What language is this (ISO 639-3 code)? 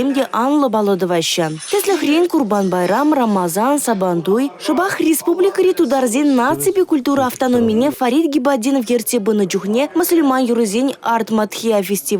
chv